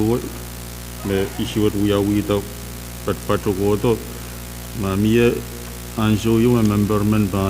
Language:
Pohnpeian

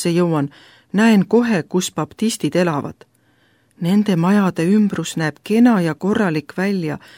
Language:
Estonian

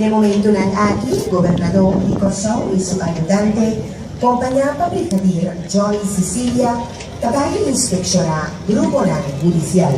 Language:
Papiamento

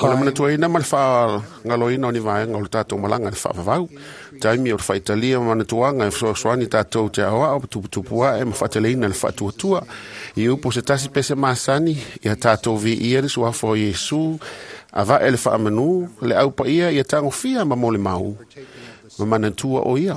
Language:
Samoan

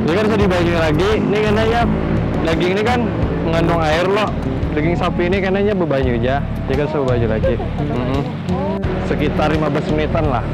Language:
Banjar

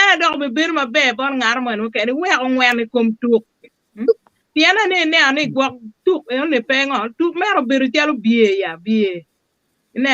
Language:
Acoli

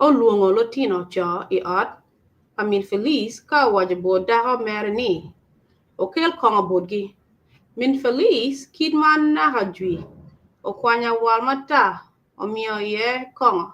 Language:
Acoli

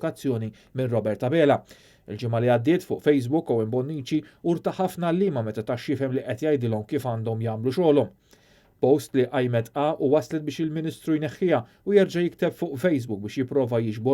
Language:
Maltese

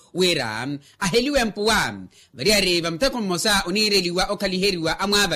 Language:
Makhuwa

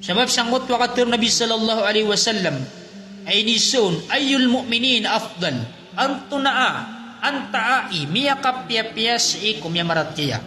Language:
Maranao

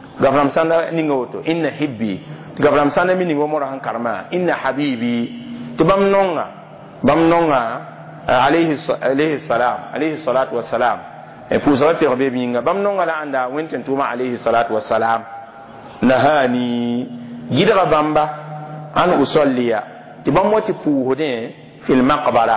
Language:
Mossi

